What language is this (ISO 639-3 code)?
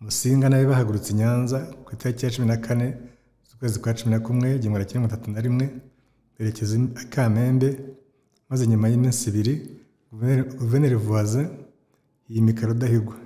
kin